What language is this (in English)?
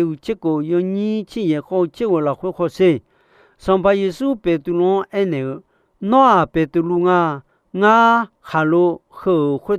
Akha